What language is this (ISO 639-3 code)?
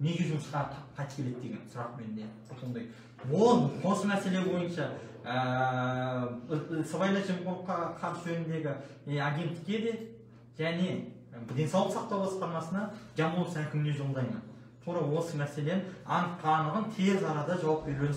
kaz